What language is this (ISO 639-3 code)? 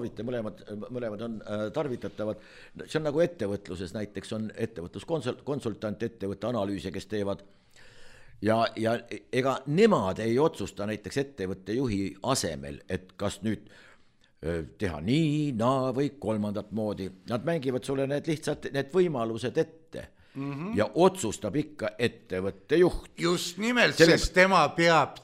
est